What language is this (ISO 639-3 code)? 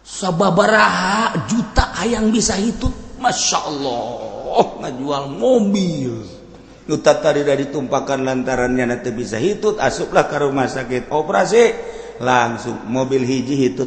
sun